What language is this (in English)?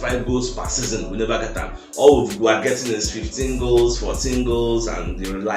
Nigerian Pidgin